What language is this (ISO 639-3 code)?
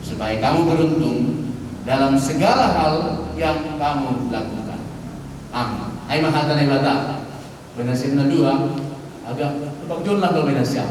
bts